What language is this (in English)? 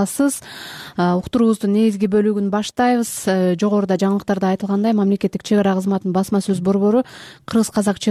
Kyrgyz